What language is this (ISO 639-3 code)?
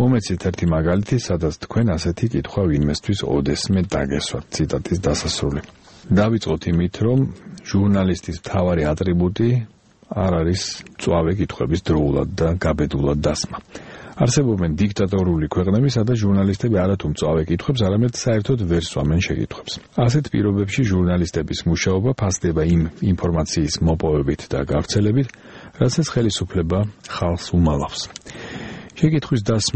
kat